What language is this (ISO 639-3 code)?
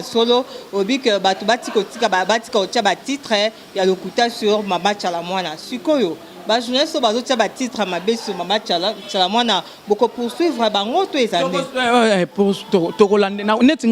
lin